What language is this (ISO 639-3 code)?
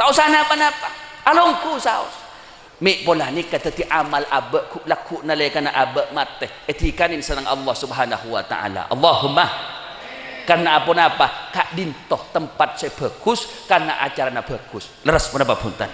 mad